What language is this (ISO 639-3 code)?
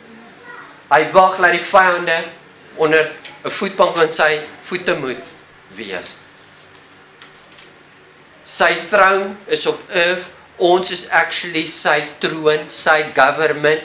afr